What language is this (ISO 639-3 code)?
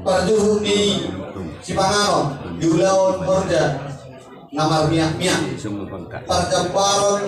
bbc